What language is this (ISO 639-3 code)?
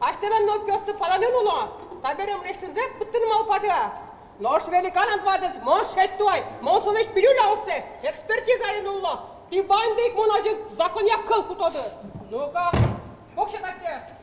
udm